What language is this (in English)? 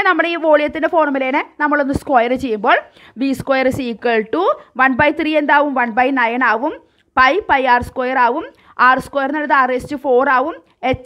Malayalam